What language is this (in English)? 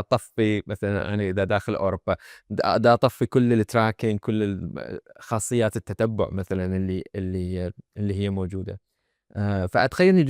Mesopotamian Arabic